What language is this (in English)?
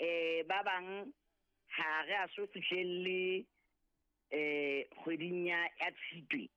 Southern Sotho